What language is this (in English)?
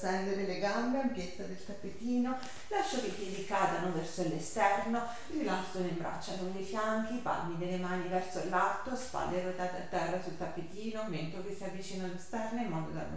Italian